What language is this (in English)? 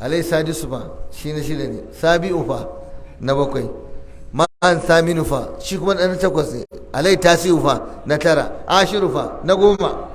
Hausa